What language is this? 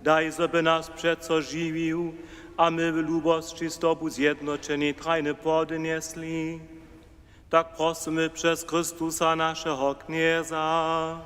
Upper Sorbian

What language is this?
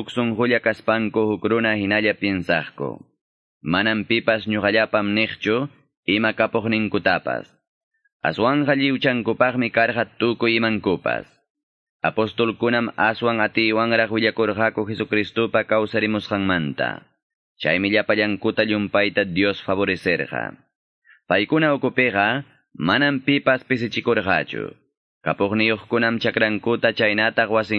Quechua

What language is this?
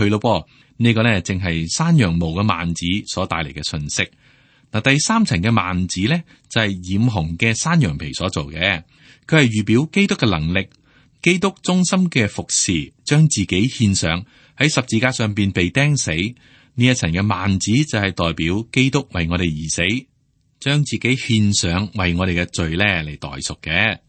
Cantonese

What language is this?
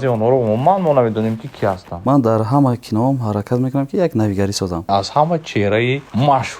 Tajik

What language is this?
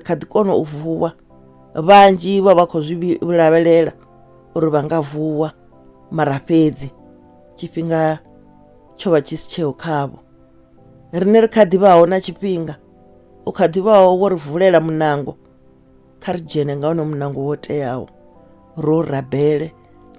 Venda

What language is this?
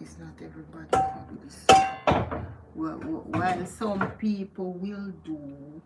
Jamaican Creole English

